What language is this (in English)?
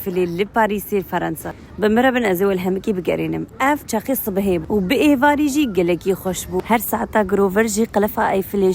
Kurdish